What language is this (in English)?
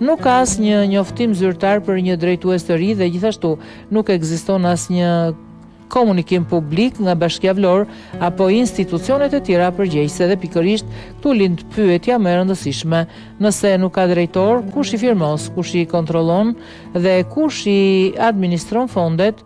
Albanian